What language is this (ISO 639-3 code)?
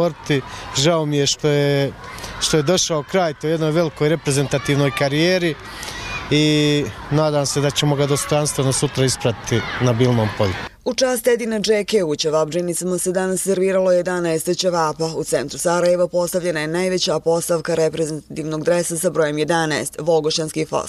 bos